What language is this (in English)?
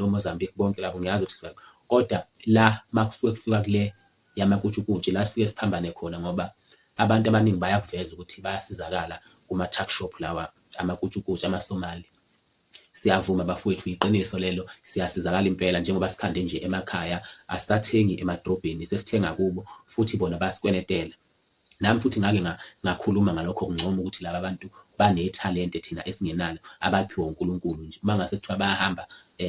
Zulu